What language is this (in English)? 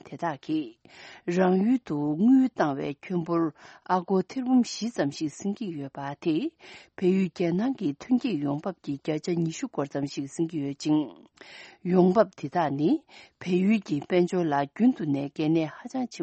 Tibetan